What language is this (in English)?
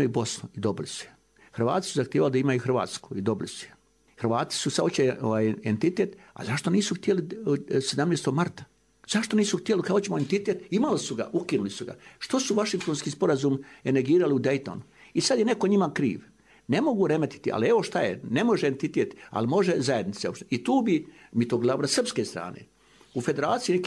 Bosnian